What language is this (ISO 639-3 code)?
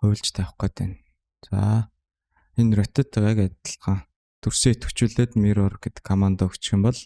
mon